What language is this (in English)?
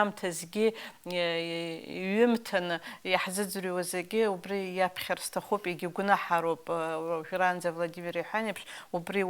Abkhazian